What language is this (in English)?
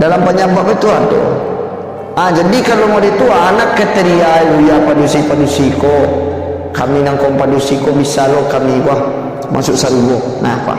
Minangkabau